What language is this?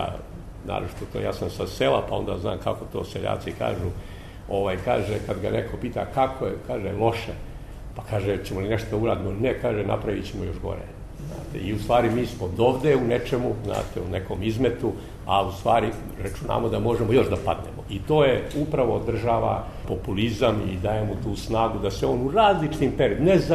Serbian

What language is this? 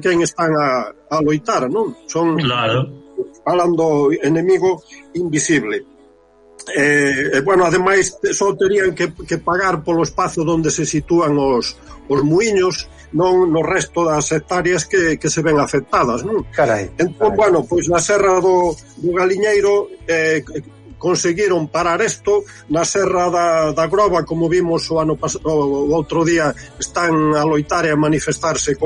Galician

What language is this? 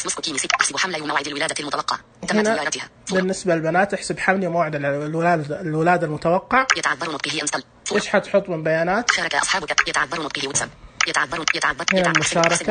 Najdi Arabic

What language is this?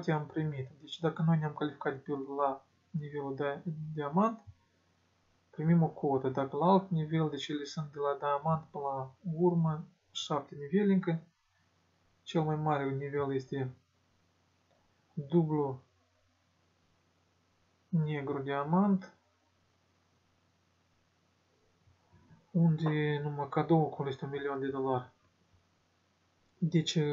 Romanian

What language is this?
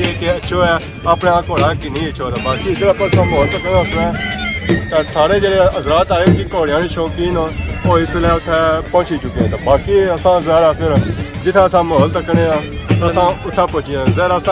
Pahari-Potwari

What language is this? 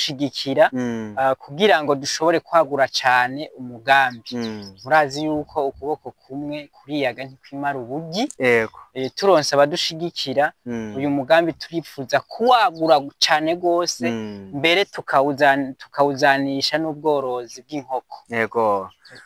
Rundi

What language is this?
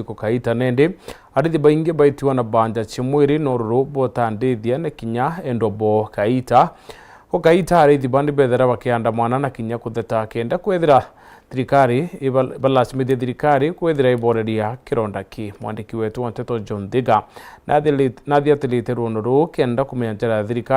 Meru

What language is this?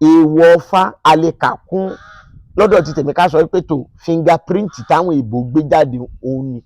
Yoruba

